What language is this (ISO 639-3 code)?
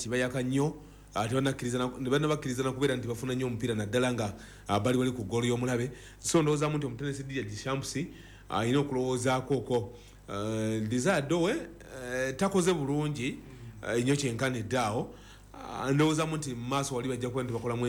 lug